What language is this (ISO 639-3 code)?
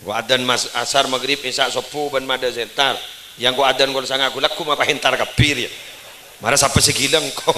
mad